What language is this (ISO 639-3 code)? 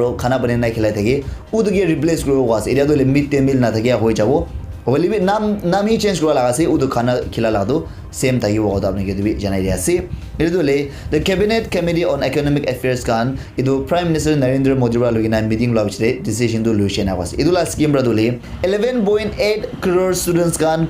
nag